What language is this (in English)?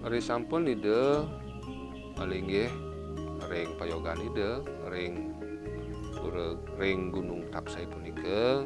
Balinese